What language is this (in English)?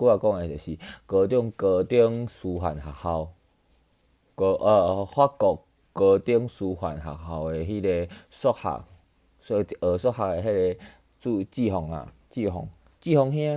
Min Nan Chinese